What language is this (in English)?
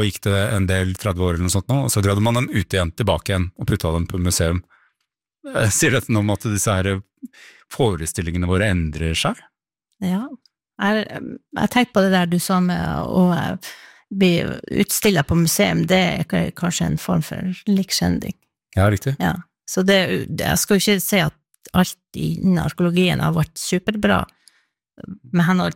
Norwegian